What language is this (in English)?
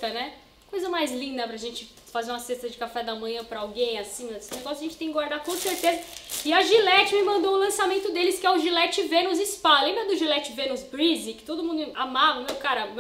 Portuguese